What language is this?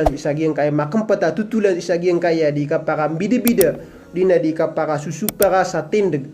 Maranao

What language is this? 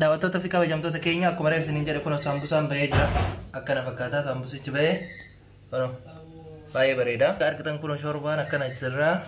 Oromo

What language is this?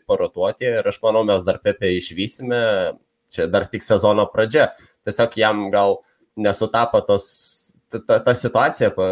Lithuanian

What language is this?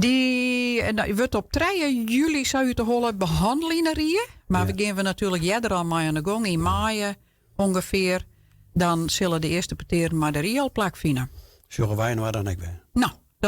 Western Frisian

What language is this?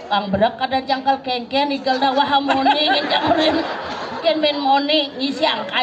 Balinese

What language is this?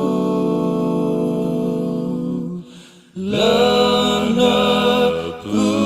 S'gaw Karen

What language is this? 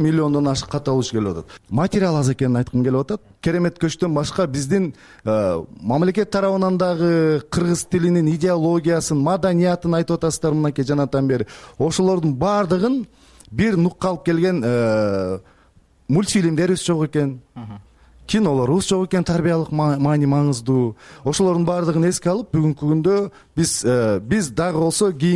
Kyrgyz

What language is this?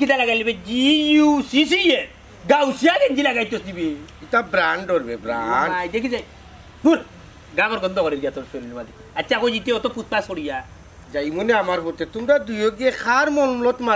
Sylheti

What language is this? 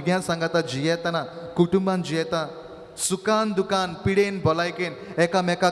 Konkani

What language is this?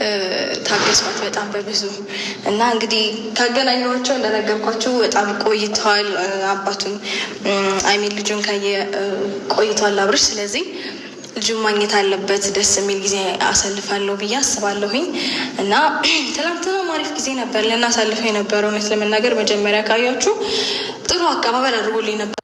Amharic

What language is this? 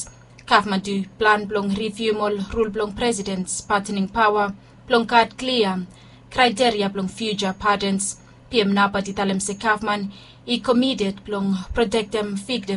Bislama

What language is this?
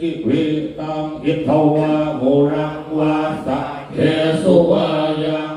Pali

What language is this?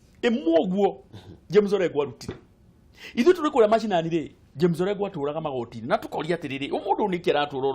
Kikuyu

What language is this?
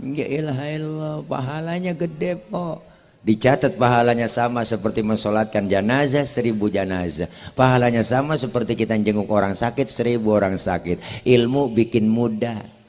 Betawi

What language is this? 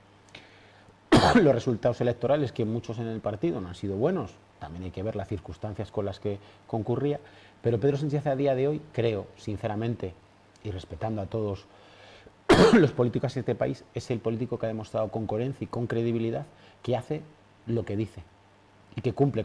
Spanish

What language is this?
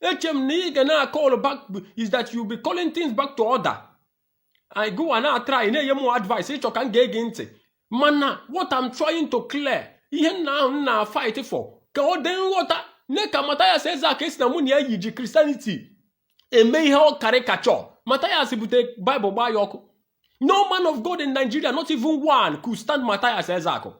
Igbo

